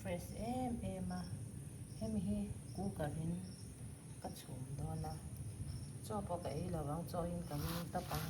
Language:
Mizo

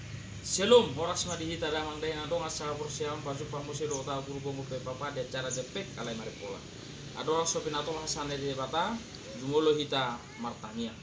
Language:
Batak Toba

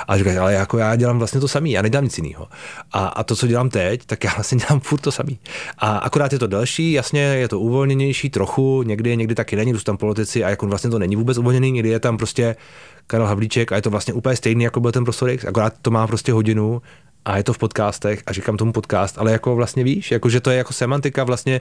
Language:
Czech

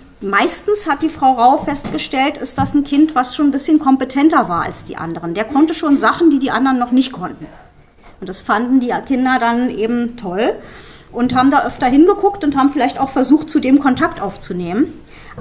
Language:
German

